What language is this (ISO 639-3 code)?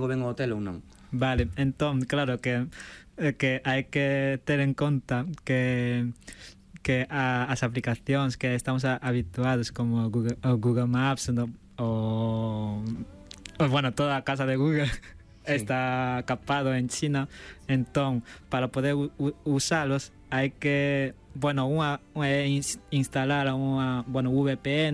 glg